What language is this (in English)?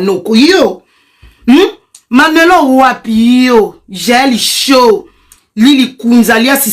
Lingala